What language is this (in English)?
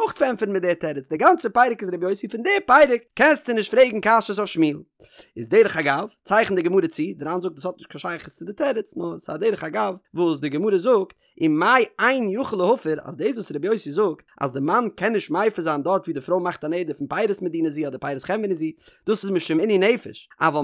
Yiddish